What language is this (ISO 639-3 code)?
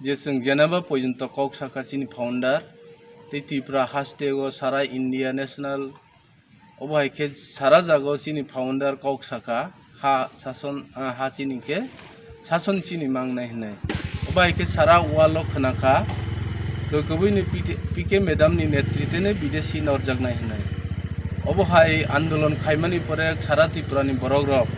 ria